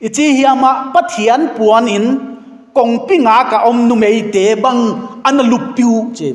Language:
Paite Chin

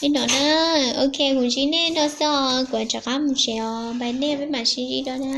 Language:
Hmong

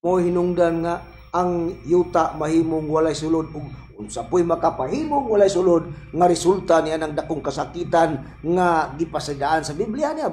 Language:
Cebuano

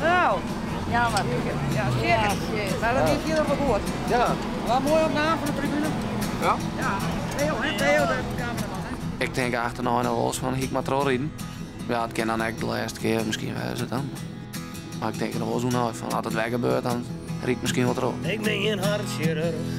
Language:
Western Frisian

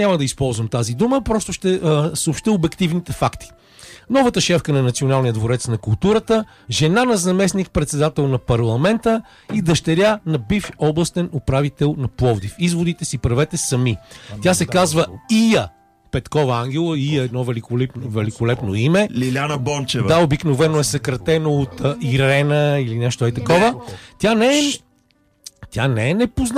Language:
Bulgarian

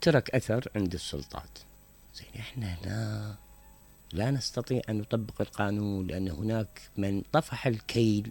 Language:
Mesopotamian Arabic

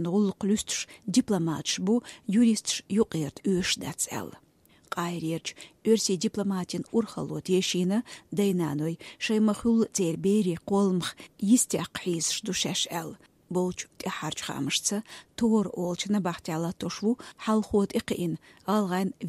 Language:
Chechen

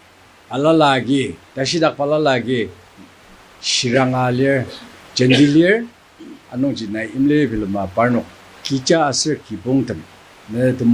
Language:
Ao Naga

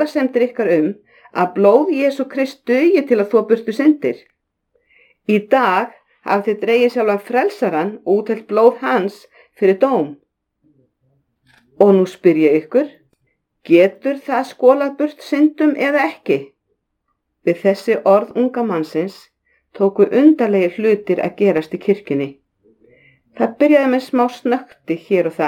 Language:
Icelandic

